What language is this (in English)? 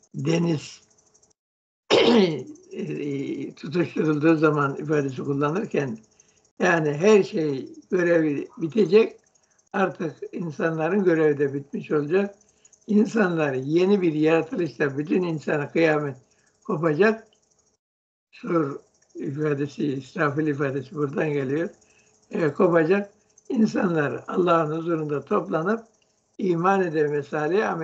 Turkish